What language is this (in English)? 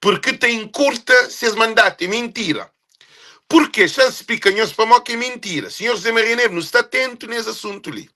Kabuverdianu